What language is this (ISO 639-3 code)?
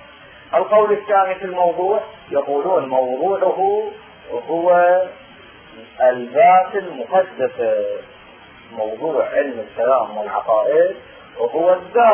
ara